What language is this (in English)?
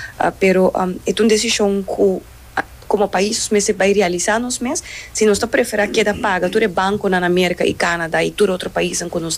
Papiamento